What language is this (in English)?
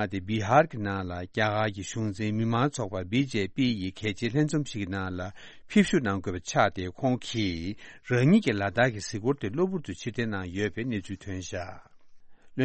Tibetan